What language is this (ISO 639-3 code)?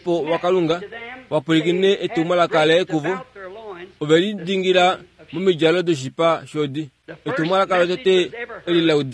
kua